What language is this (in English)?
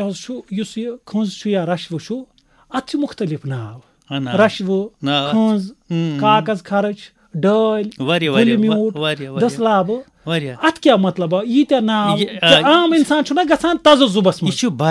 Kashmiri